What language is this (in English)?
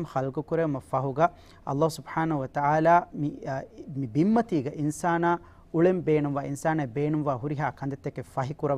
Divehi